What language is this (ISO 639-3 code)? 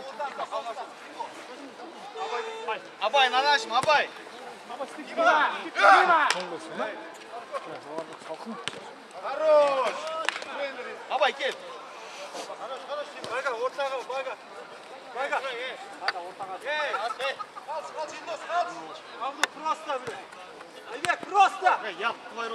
kaz